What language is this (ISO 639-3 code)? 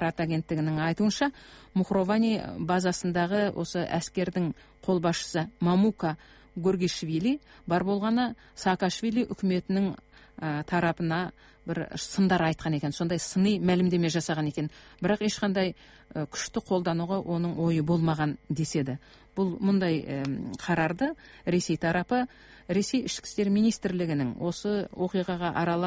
kaz